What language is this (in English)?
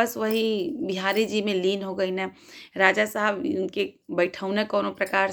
Bhojpuri